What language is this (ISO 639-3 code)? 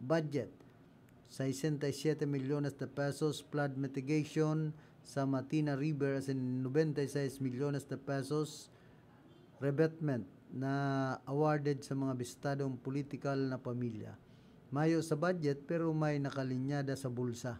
bik